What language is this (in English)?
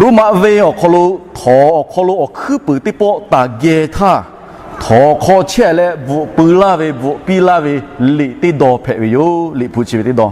Lahu